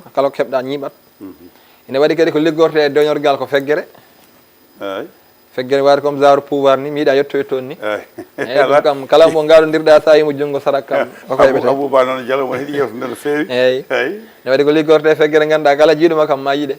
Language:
Fula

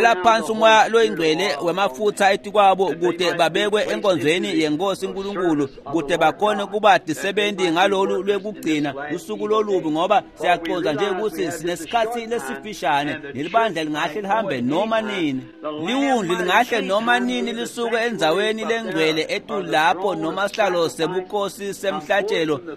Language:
Swati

